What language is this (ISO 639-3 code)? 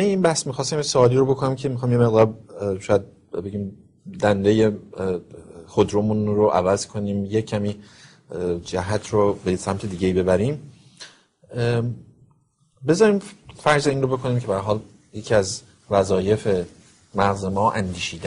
fas